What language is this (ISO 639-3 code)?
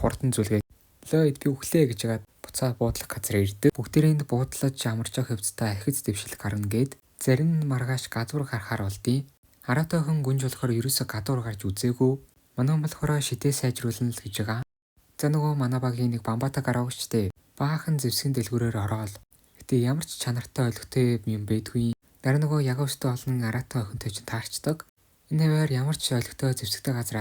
mon